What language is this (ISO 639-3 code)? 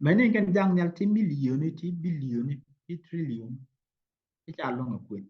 nus